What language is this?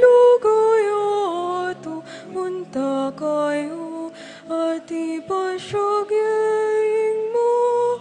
Pampanga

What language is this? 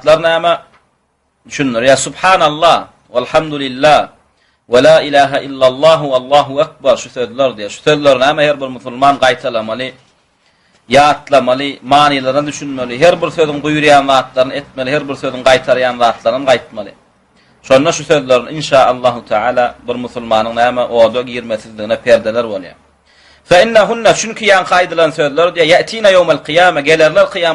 Turkmen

